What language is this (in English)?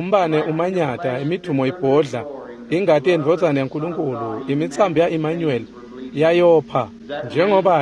Swati